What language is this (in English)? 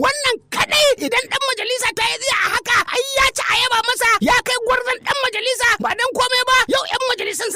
Hausa